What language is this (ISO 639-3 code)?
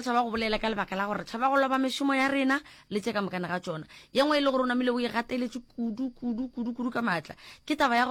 nso